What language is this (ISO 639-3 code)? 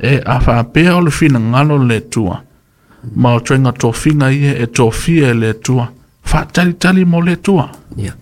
smo